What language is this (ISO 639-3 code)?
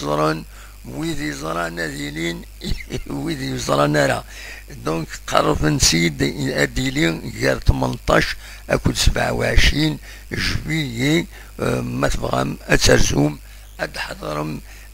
kab